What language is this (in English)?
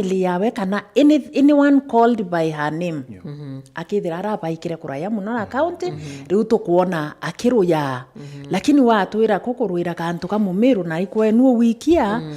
Meru